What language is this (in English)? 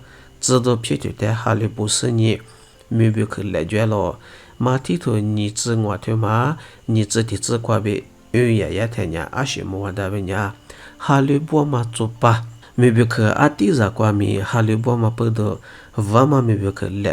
Lisu